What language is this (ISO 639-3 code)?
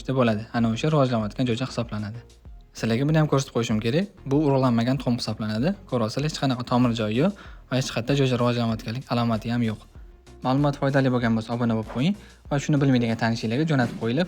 uzb